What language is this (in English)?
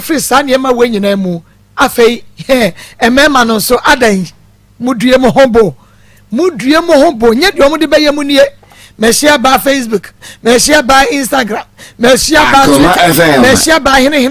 Akan